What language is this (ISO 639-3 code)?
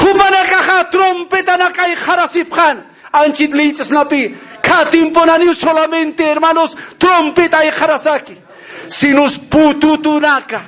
aym